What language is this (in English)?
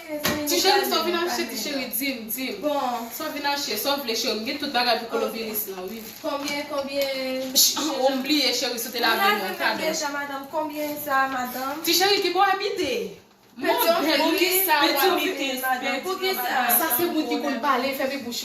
Haitian Creole